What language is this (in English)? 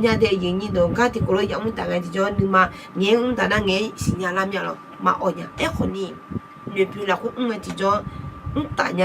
Akha